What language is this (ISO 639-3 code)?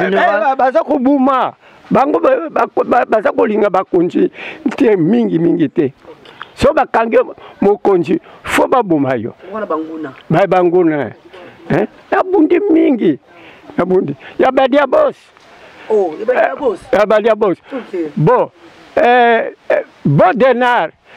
lin